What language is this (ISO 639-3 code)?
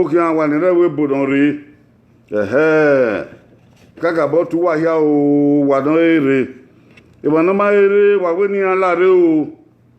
bin